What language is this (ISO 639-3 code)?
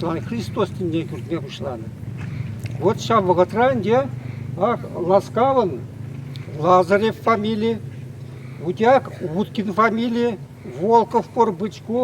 chv